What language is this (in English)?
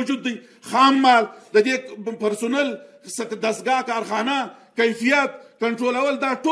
Pashto